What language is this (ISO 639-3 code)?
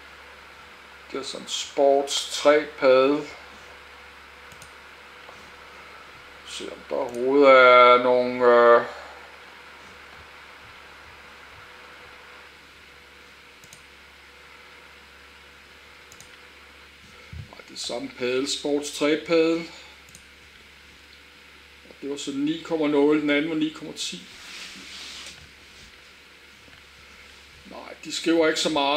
dan